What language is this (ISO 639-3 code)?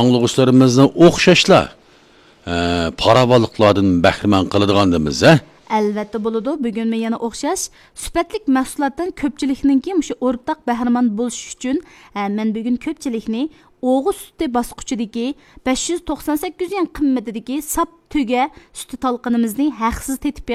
uig